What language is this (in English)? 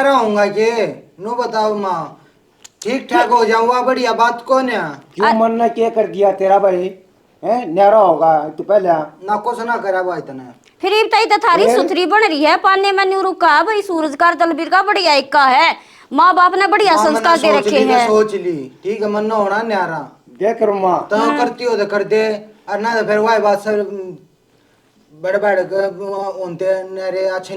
Haryanvi